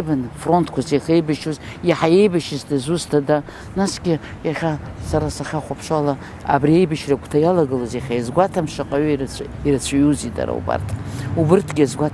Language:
Abkhazian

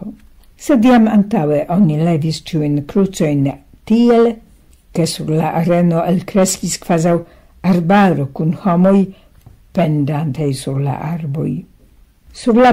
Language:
Esperanto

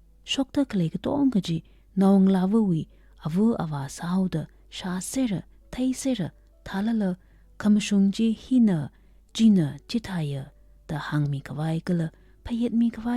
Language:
Tangkhul Naga (India)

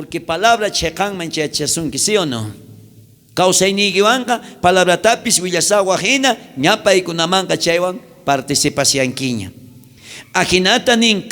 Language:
South Bolivian Quechua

